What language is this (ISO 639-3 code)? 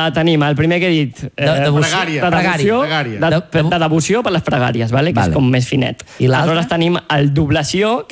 cat